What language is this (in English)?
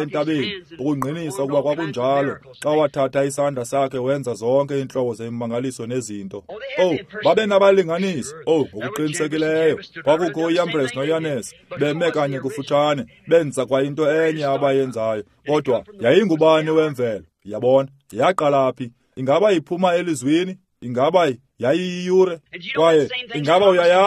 Xhosa